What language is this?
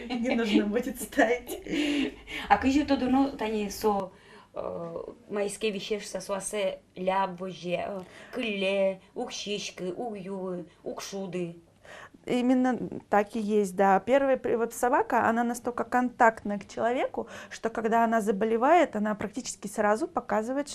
Udmurt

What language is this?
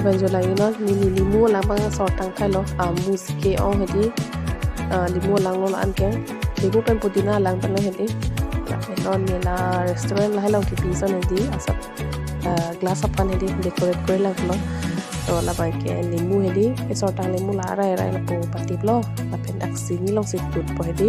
Karbi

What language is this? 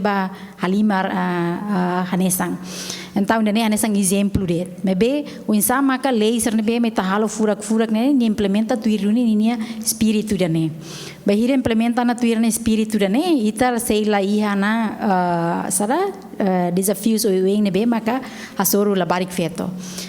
Tetum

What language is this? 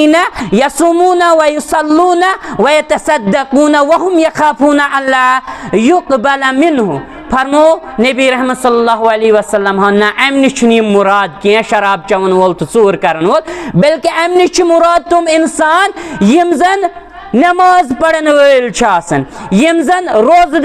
Kashmiri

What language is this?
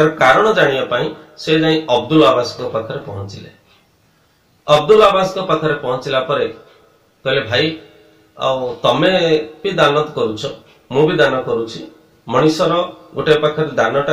Odia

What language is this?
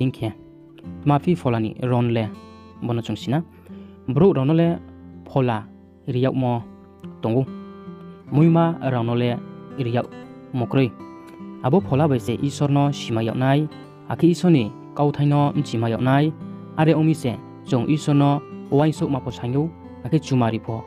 Riang (India)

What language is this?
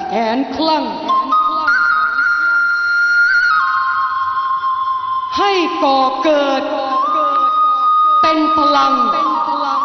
Thai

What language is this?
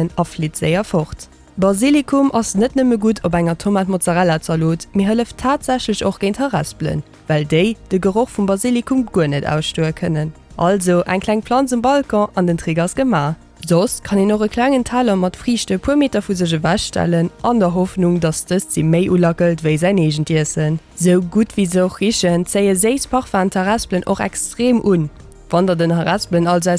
Luxembourgish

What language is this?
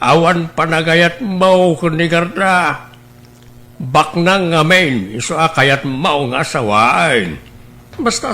Iloko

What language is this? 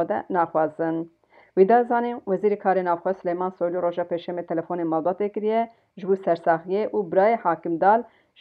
Kurdish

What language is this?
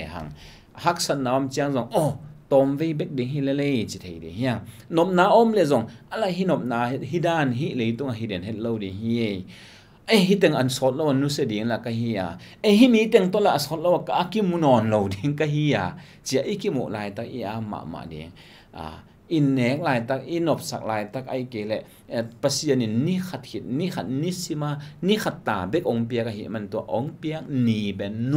Tedim Chin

